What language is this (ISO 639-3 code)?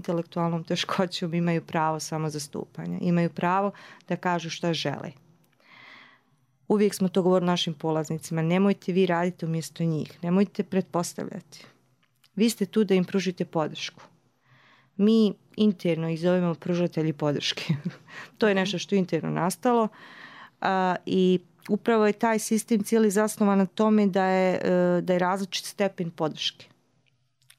bos